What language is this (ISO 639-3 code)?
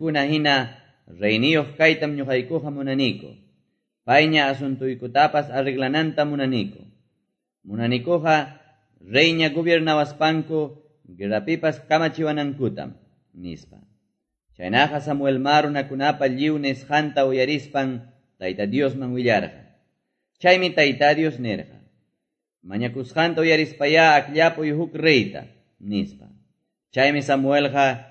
que